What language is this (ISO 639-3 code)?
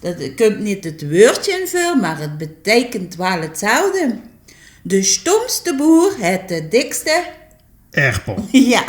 lim